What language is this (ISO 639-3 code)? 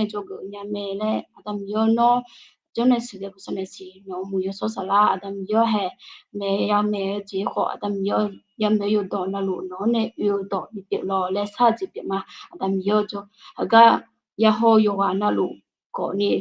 ahk